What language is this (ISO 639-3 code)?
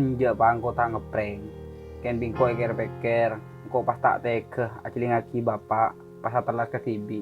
mad